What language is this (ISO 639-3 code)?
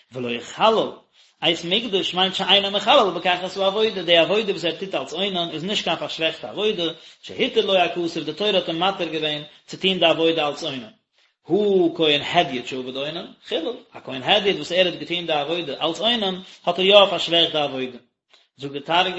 yid